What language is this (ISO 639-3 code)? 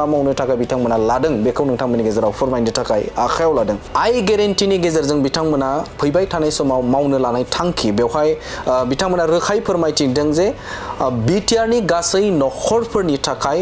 brx